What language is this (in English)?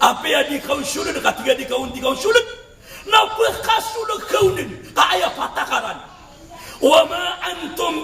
Maranao